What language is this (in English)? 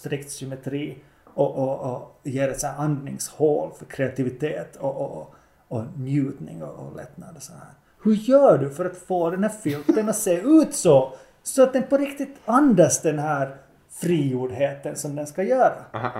Swedish